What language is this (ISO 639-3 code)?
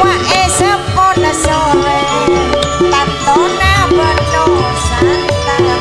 mad